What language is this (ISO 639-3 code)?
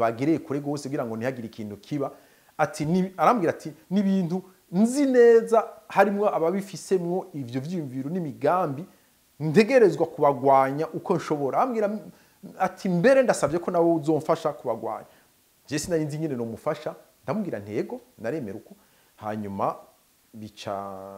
run